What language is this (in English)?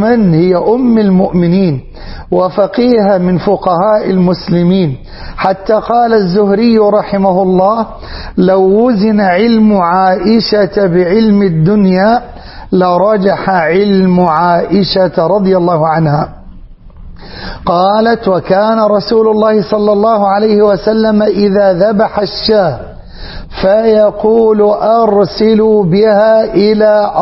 Arabic